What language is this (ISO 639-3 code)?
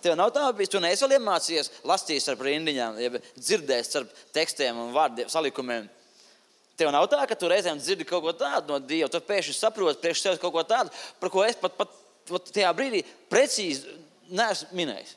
lav